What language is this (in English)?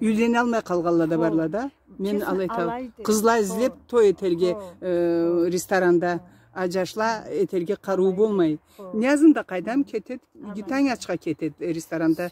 Karachay-Balkar